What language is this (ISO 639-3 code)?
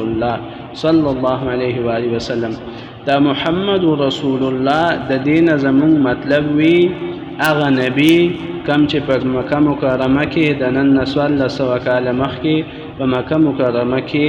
pus